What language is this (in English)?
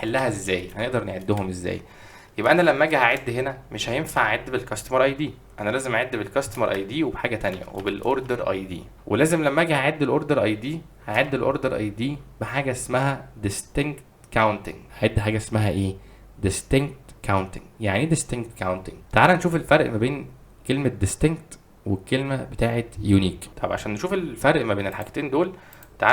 Egyptian Arabic